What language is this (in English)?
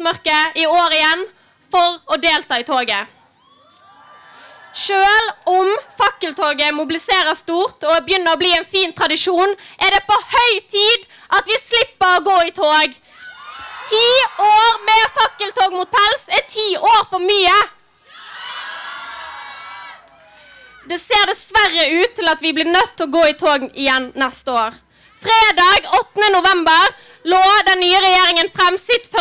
Norwegian